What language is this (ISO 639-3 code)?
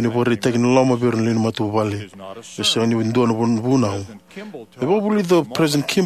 fij